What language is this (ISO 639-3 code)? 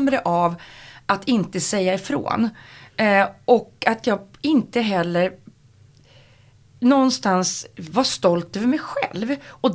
swe